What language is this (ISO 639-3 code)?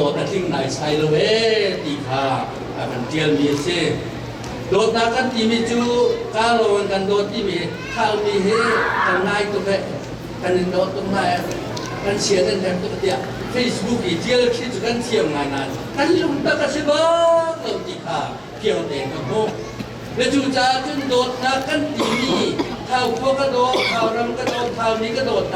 cnh